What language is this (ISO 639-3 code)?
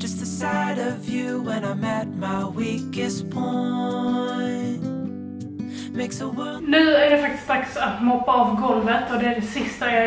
swe